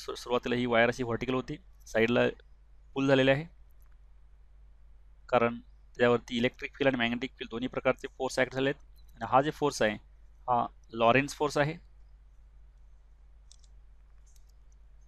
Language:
Marathi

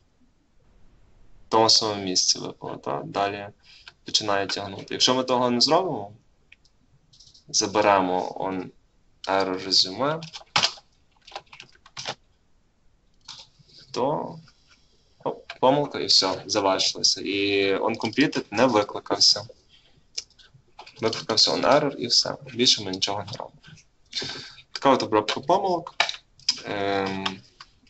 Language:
Ukrainian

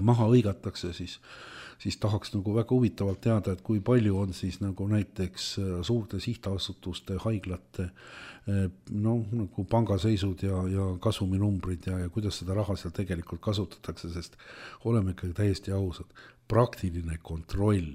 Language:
Estonian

